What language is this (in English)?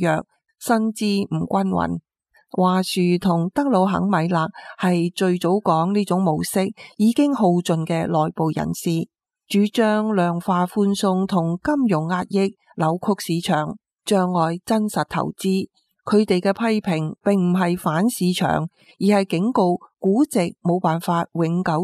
Cantonese